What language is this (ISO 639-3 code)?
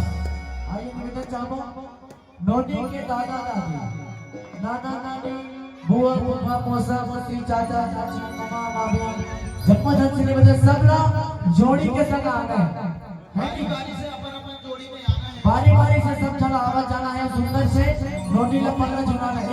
hne